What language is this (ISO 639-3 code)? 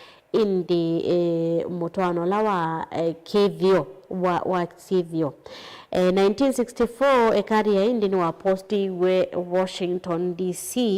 kam